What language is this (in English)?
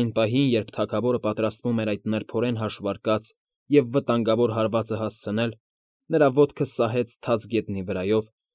Armenian